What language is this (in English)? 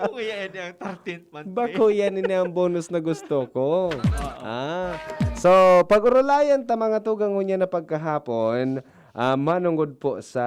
Bikol